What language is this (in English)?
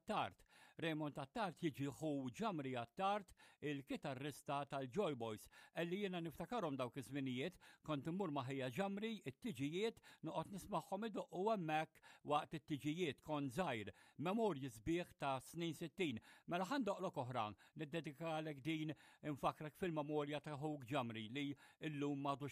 Maltese